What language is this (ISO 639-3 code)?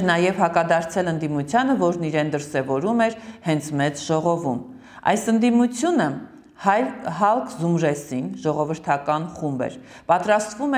hye